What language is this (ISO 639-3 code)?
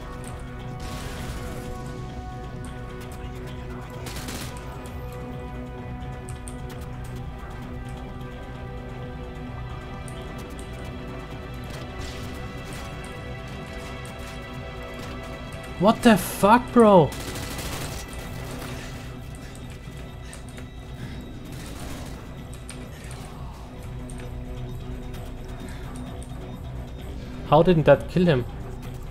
eng